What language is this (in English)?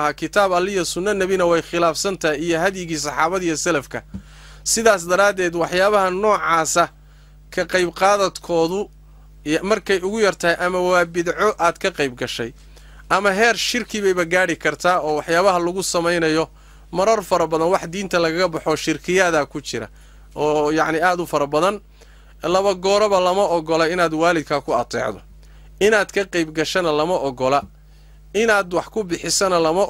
Somali